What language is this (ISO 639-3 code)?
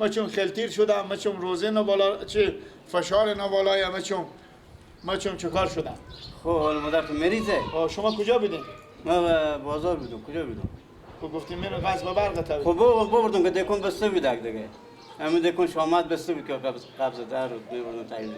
fas